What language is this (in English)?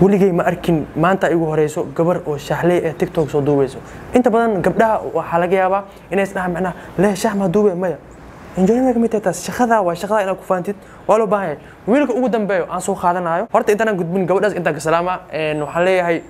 Somali